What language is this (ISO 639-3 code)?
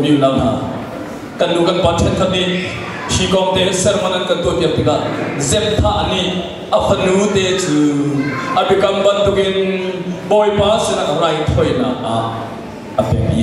cnh